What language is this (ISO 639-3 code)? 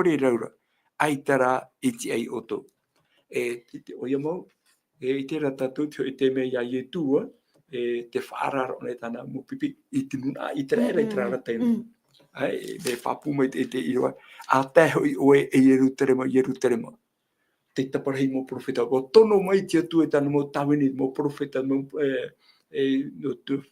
tah